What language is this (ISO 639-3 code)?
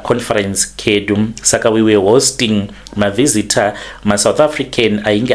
sna